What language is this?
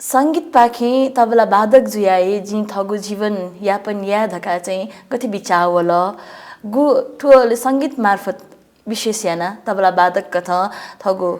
Newari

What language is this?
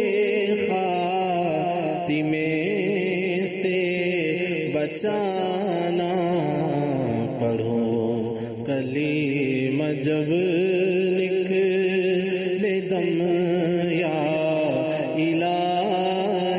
Urdu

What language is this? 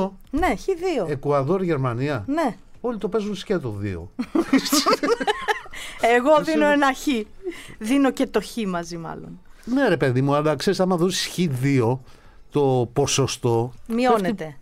Greek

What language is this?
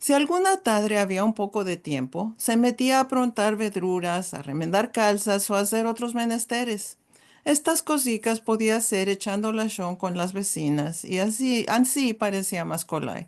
Ladino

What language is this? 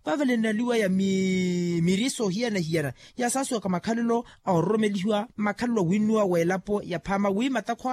Makhuwa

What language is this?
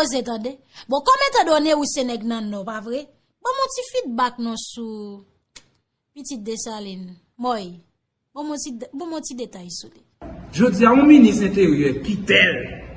Haitian Creole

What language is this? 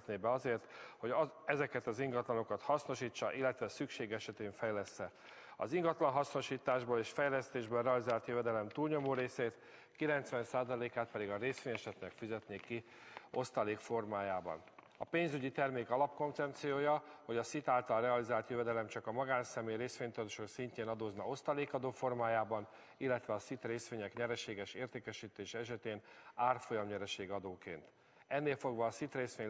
Hungarian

